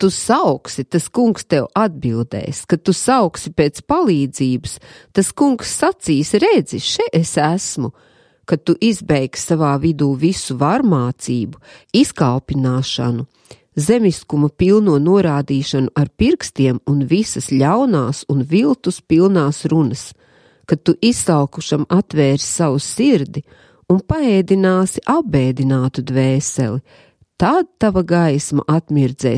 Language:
Latvian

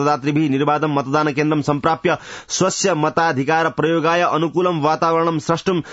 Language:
Sanskrit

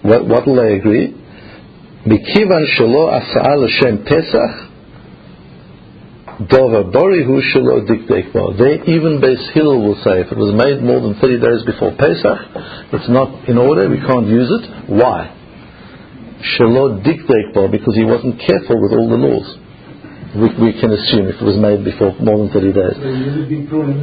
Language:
English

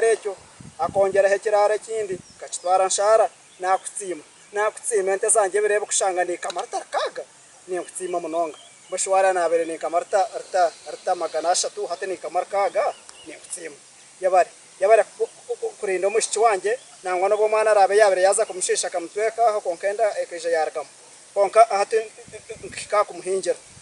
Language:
Nyankole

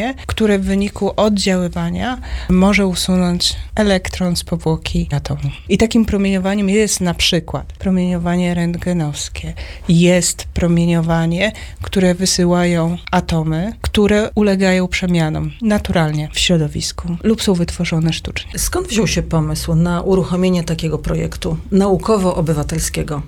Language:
Polish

